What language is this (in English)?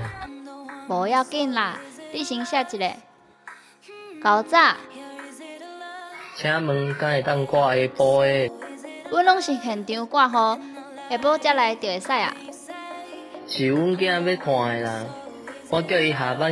Min Nan Chinese